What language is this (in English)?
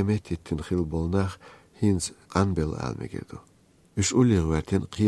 Chechen